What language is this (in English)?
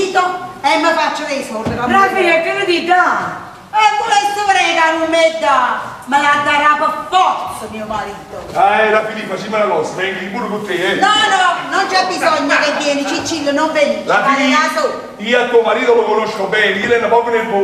Neapolitan